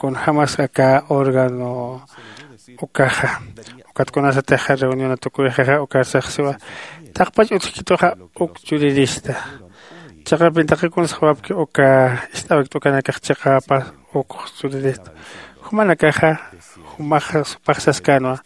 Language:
Aymara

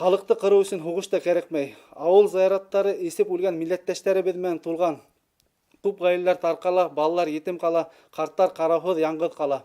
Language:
Bashkir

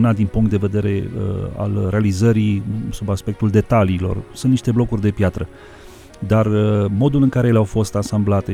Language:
Romanian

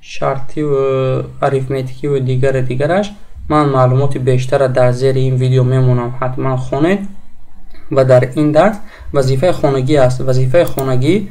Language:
Tajik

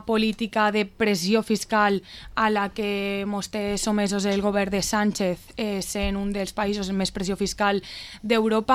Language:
Catalan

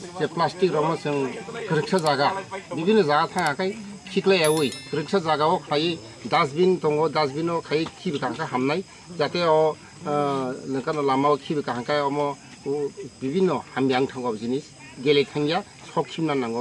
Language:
Kok Borok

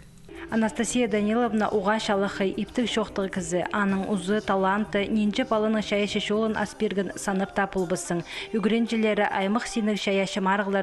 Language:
Khakas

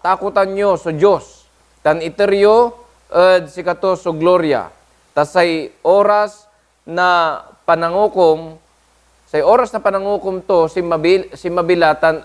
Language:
Pangasinan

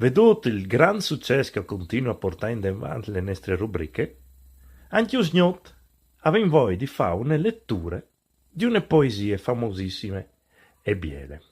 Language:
Friulian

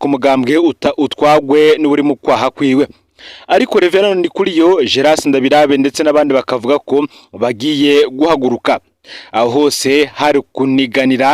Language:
Rundi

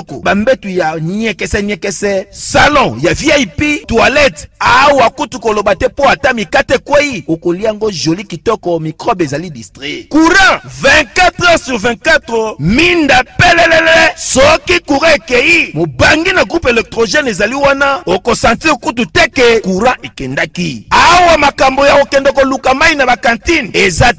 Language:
Lingala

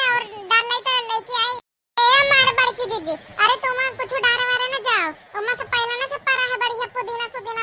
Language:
Awadhi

